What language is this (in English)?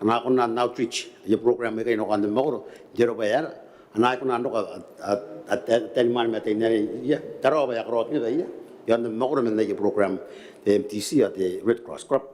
Gilbertese